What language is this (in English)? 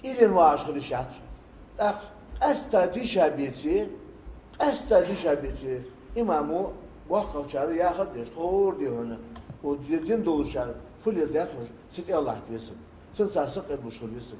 Ingush